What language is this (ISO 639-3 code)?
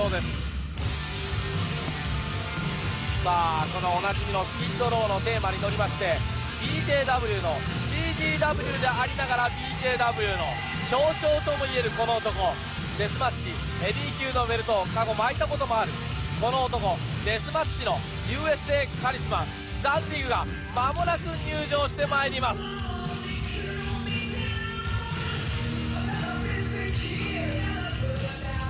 jpn